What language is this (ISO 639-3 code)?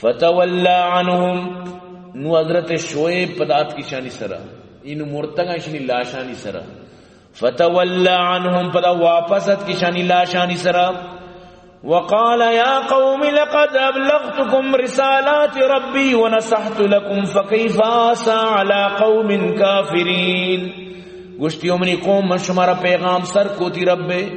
bgp